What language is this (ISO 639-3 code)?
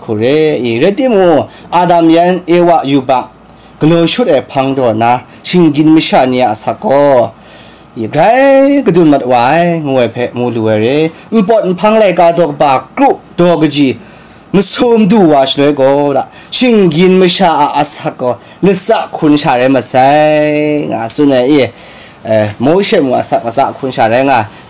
kac